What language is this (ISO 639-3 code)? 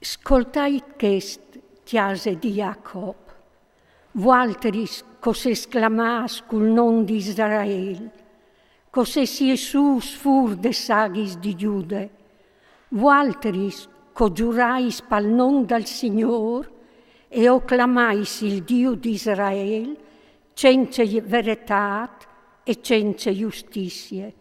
fur